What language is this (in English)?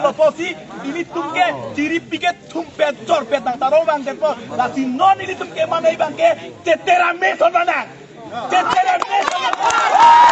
Karbi